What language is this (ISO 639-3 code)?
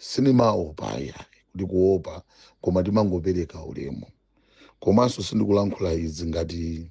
nya